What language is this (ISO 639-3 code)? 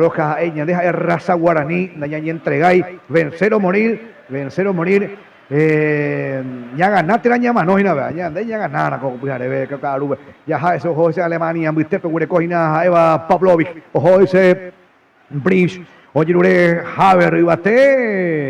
grn